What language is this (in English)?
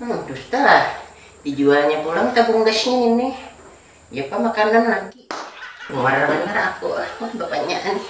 Banjar